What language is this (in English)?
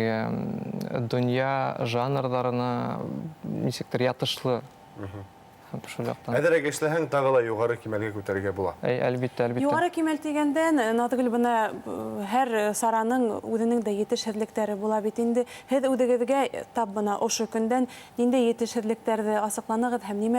Bashkir